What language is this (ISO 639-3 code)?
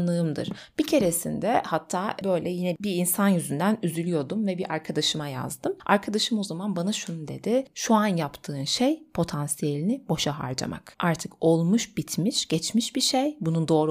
tur